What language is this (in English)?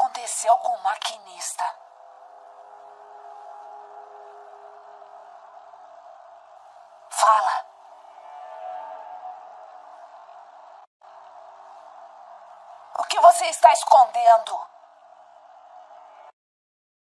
Portuguese